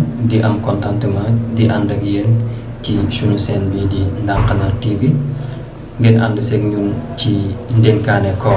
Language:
Wolof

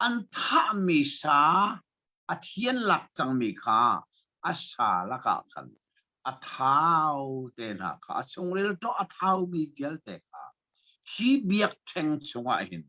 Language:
Hakha Chin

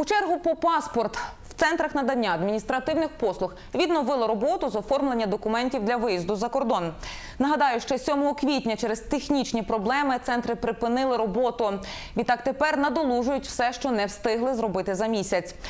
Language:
Ukrainian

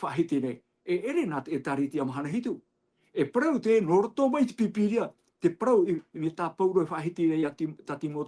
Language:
Tahitian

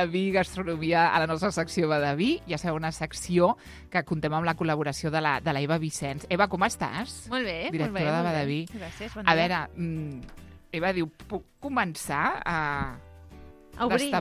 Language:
Catalan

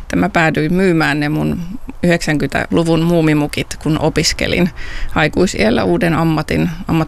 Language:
Finnish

